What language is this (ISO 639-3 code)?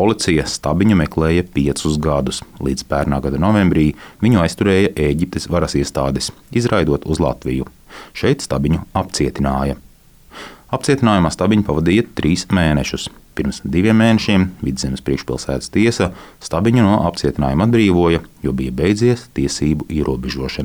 lav